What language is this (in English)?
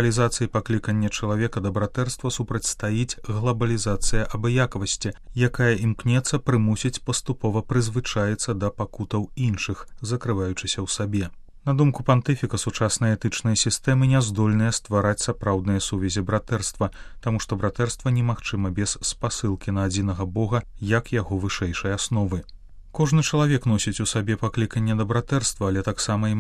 Belarusian